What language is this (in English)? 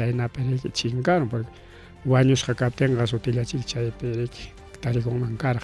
Ayacucho Quechua